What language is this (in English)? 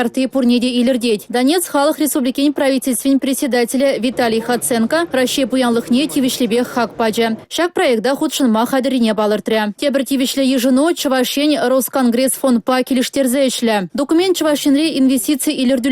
Chuvash